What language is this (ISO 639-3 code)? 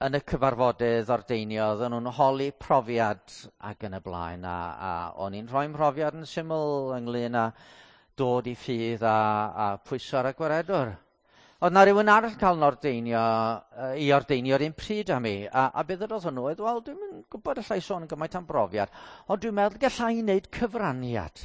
cym